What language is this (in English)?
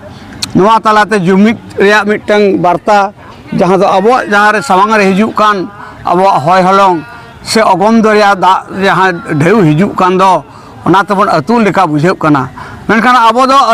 Santali